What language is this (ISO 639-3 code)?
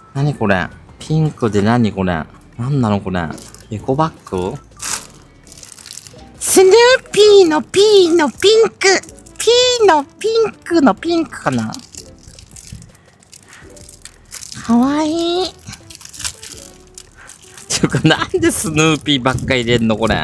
jpn